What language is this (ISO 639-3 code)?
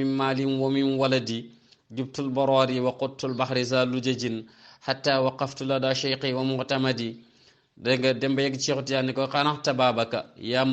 wol